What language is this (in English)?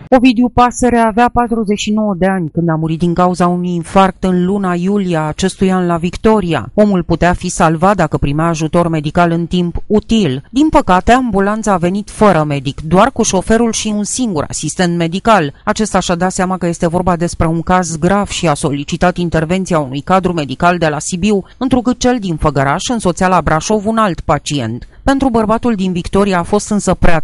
Romanian